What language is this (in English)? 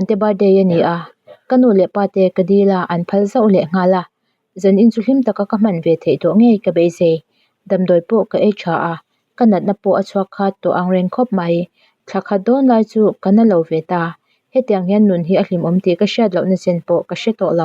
Mizo